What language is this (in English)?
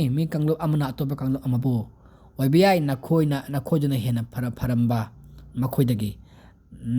Manipuri